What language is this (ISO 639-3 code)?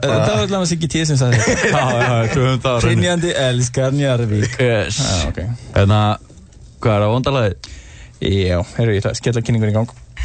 isl